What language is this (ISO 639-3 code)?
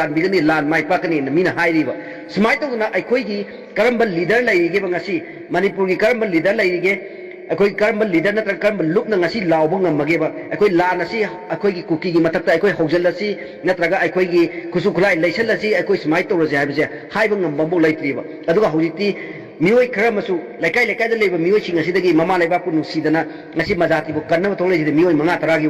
mni